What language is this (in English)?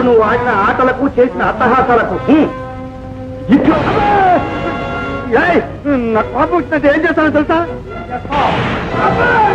Telugu